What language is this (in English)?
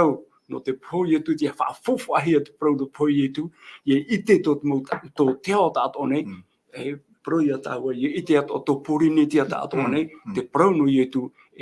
Tahitian